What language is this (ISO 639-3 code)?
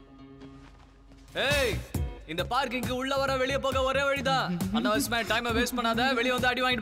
tam